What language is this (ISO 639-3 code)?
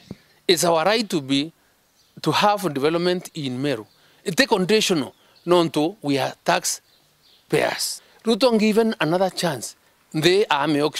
mer